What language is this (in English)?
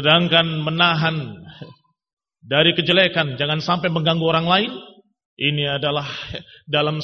Indonesian